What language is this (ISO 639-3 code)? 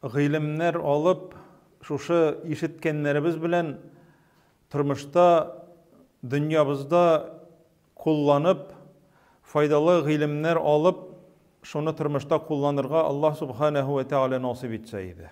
tat